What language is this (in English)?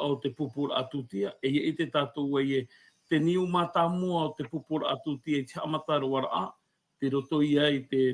Tahitian